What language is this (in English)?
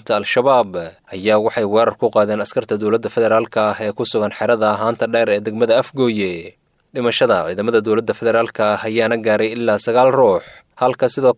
Somali